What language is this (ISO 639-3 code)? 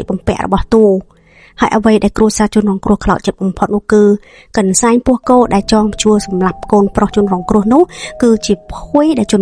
khm